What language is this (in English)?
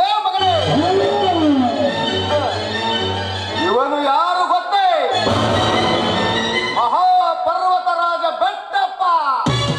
Kannada